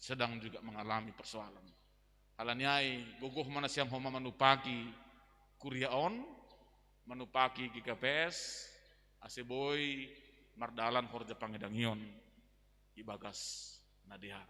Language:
Batak Simalungun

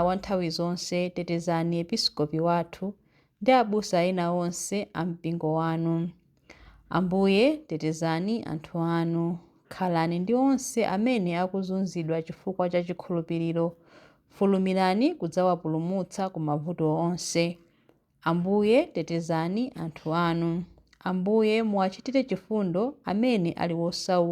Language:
Nyanja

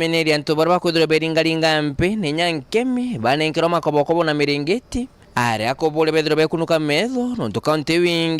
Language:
Meru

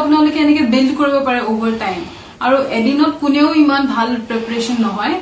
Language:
Assamese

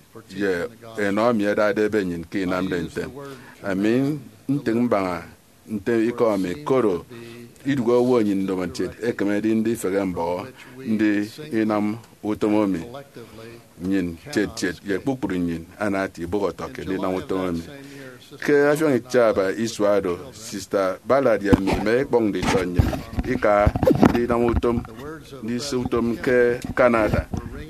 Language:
Efik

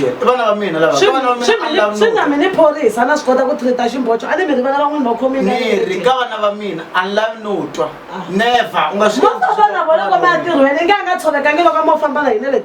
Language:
Tsonga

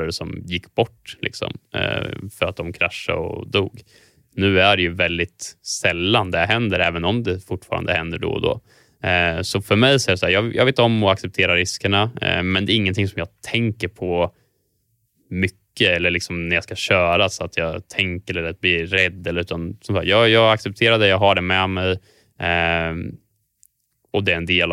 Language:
Swedish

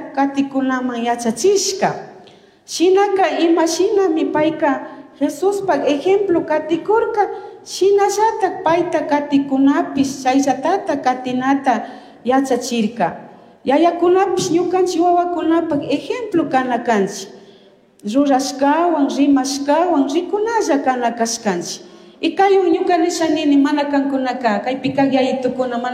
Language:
Chimborazo Highland Quichua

